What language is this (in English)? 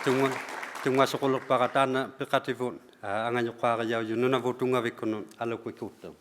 Inuktitut